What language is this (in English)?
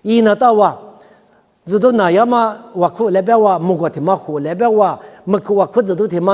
Lisu